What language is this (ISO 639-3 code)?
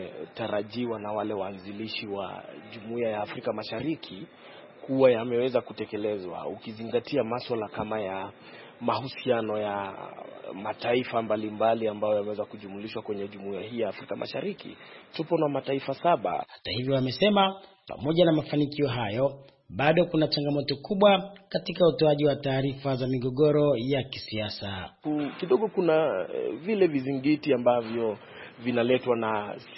swa